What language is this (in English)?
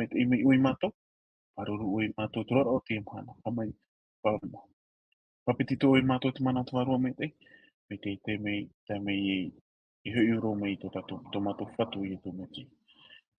Tahitian